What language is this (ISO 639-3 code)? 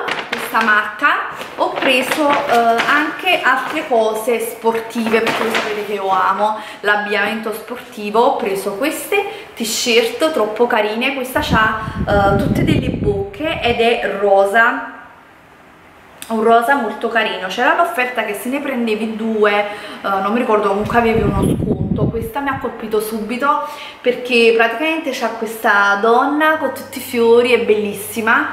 ita